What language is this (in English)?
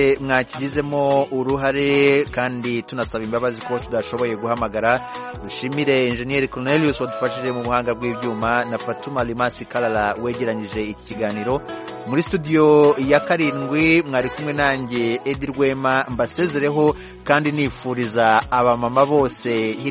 Kinyarwanda